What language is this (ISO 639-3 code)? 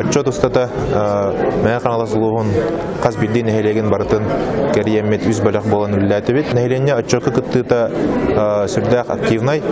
sah